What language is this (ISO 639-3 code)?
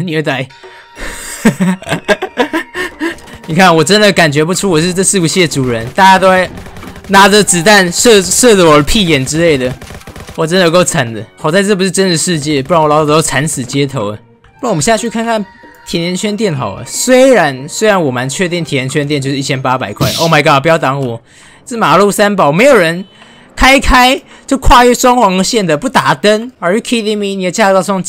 zho